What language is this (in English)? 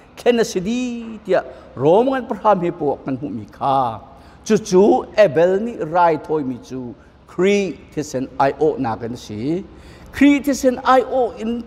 Hakha Chin